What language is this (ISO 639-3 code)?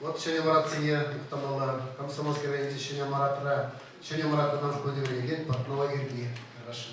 chv